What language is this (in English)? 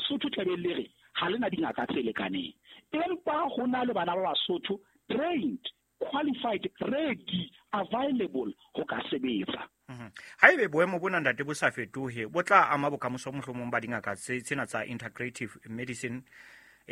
Southern Sotho